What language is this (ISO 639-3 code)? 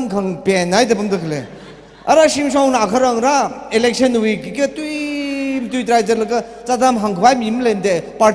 nmf